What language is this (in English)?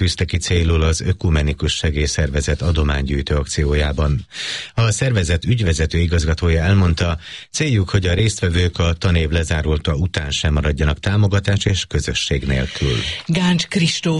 Hungarian